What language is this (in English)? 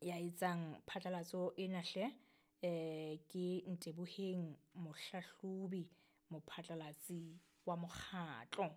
Southern Sotho